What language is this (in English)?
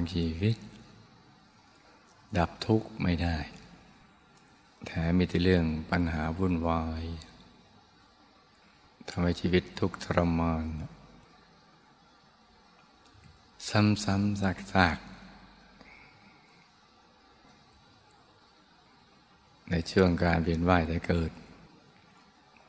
Thai